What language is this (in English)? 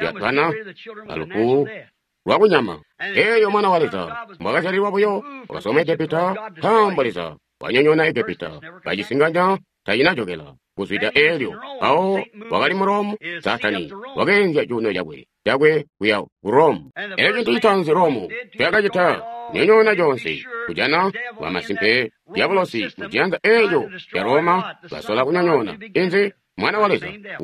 Tonga (Zambia)